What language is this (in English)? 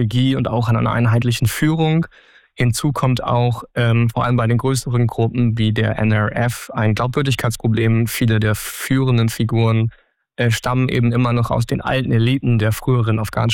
German